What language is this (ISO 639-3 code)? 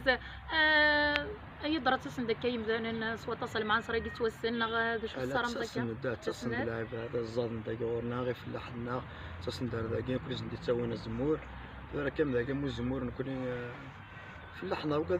kab